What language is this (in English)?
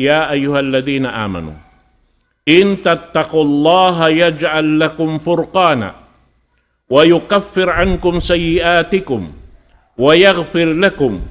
Tausug